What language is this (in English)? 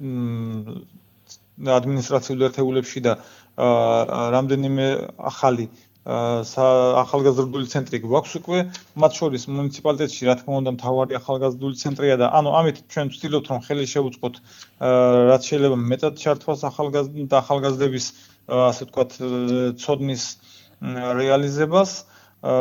Georgian